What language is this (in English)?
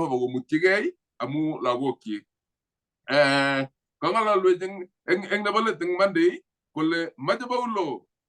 Kalenjin